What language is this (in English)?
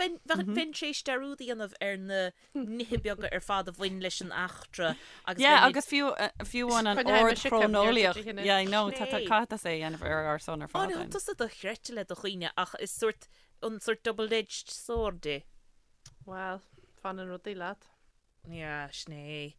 Irish